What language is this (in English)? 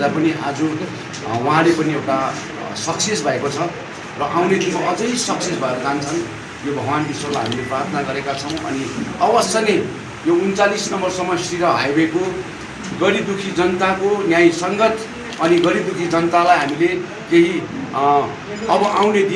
Nepali